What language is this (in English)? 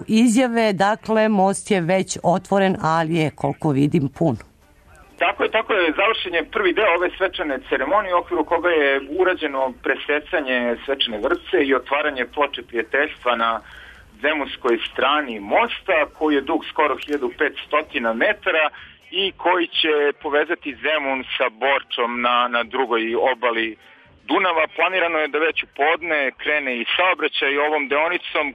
Serbian